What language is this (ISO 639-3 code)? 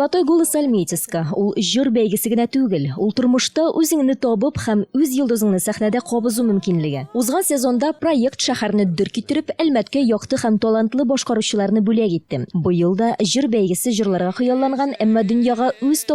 tat